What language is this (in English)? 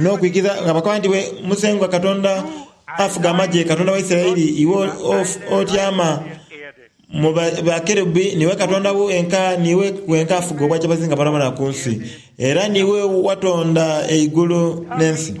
Soga